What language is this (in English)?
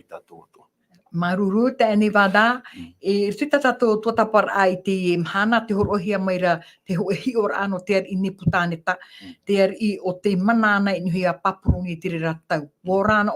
Tahitian